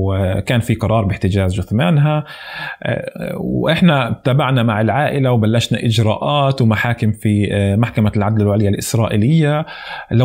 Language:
North Levantine Arabic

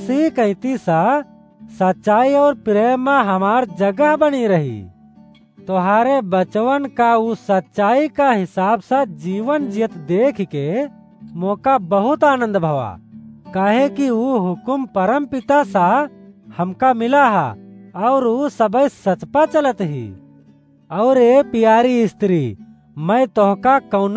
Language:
Awadhi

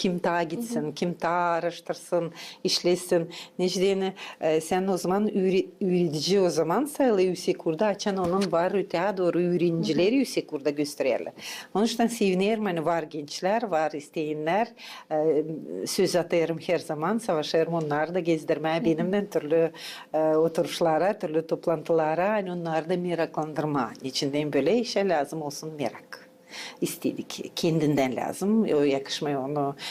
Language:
Gagauz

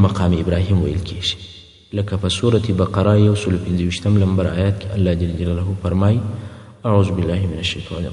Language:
Pashto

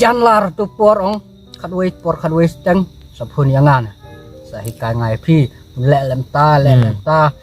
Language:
Khasi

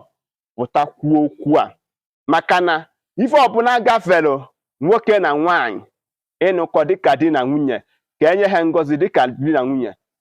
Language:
Igbo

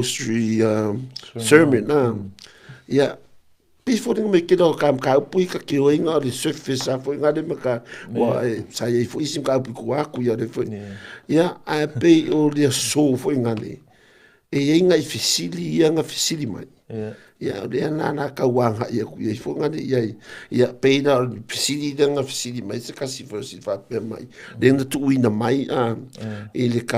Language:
Samoan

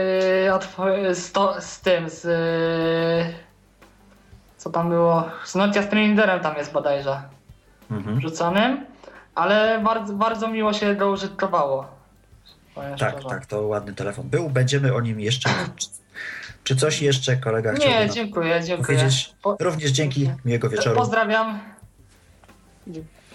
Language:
Polish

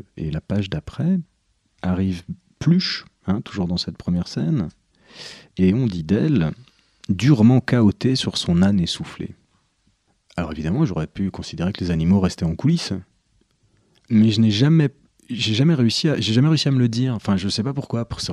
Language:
French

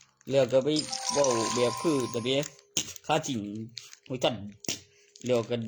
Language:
Northeastern Thai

